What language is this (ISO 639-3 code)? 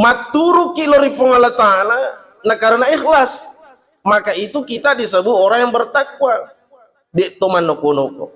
bug